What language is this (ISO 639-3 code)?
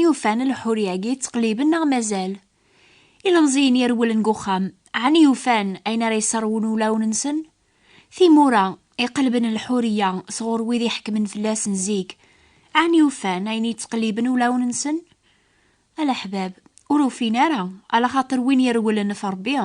kab